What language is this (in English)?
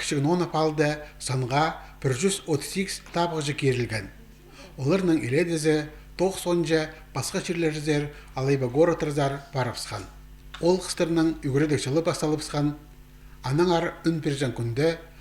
Khakas